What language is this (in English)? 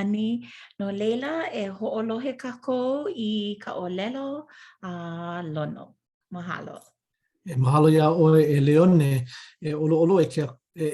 Hawaiian